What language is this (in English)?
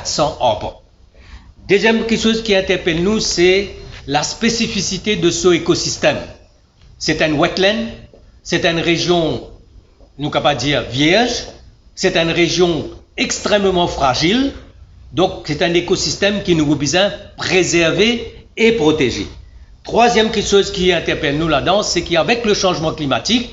Morisyen